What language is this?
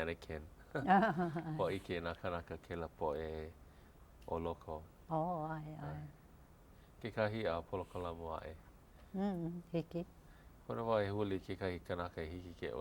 Hawaiian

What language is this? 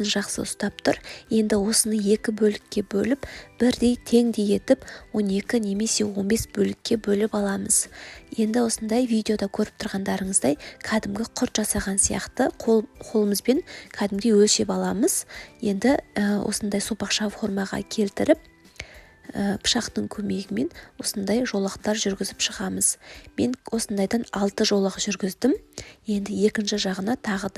Kazakh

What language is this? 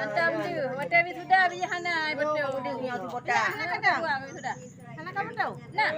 Achinese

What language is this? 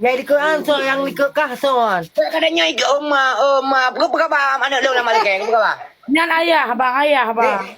Achinese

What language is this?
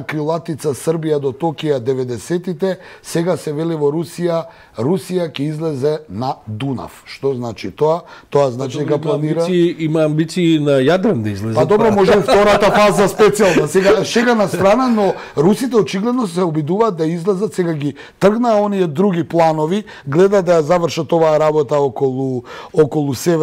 Macedonian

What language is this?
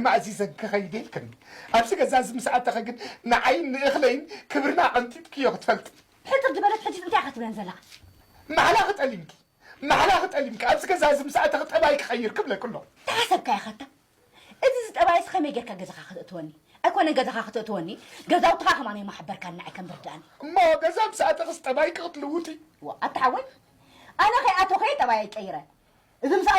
Tigrinya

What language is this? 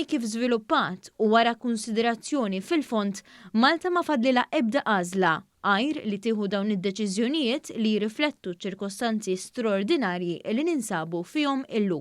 Maltese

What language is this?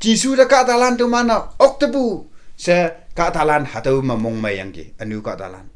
Konyak Naga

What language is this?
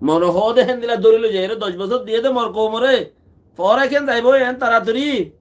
Rohingya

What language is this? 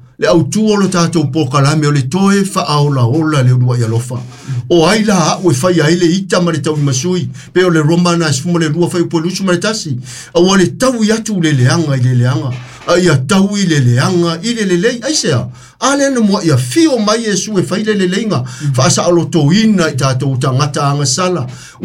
Samoan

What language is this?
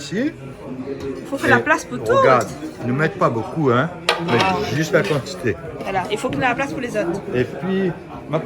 Réunion Creole French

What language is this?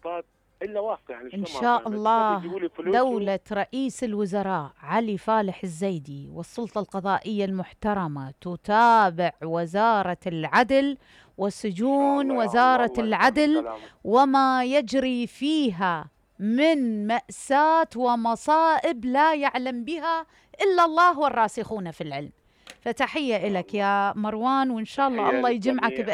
Mesopotamian Arabic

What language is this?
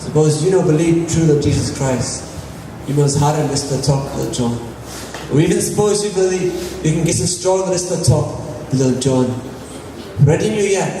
Tok Pisin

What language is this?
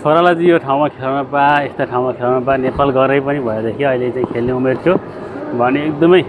Nepali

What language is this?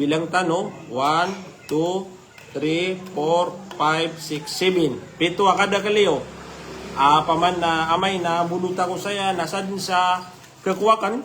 Maranao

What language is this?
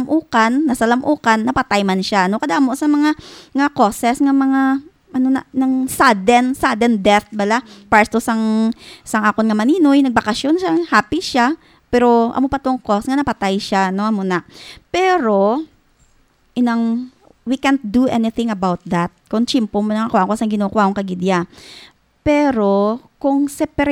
Hiligaynon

